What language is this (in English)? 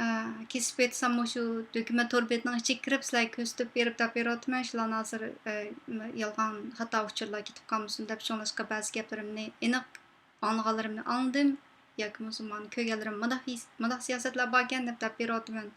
Uyghur